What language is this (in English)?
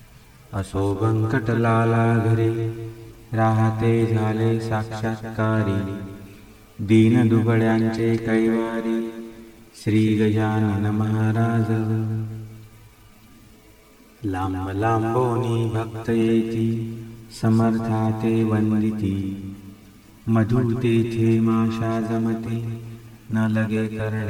Marathi